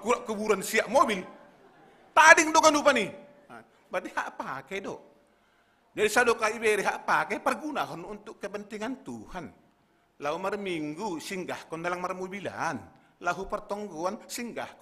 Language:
Batak Simalungun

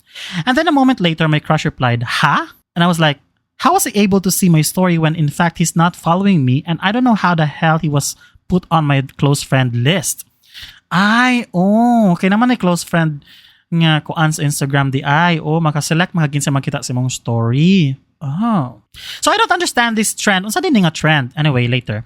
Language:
Cebuano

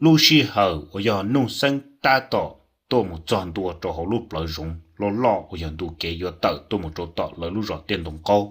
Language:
Hmong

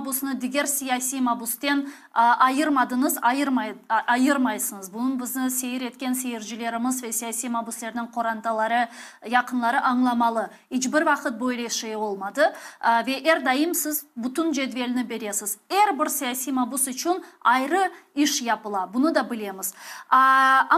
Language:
Crimean Tatar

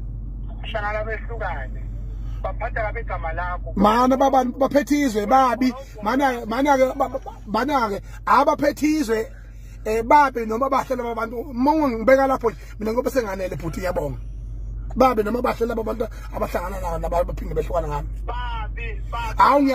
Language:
Zulu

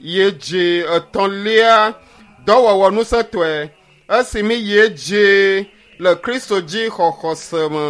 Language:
Ewe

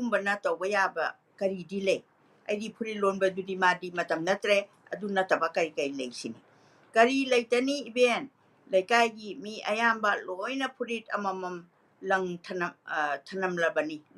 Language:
Manipuri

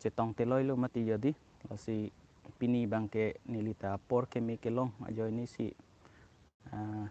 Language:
Karbi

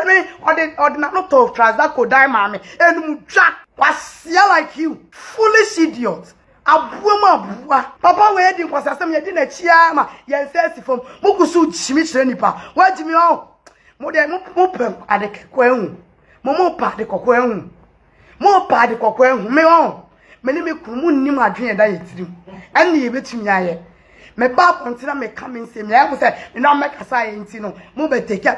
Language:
Akan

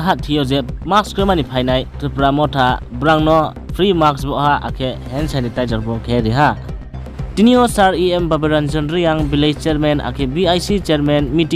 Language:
Riang (India)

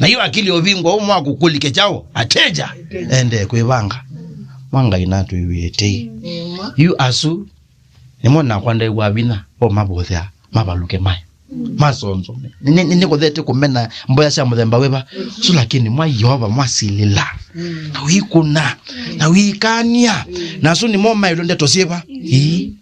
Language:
Kamba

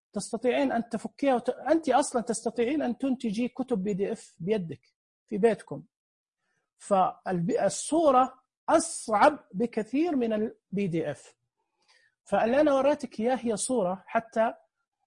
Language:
Najdi Arabic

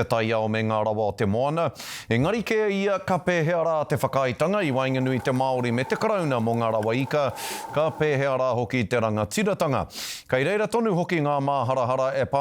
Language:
Māori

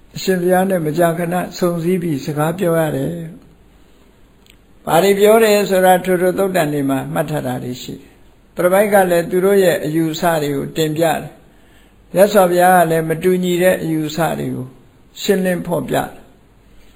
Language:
Burmese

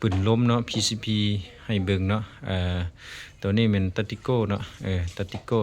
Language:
Lao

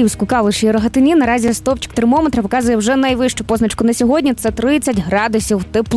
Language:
Ukrainian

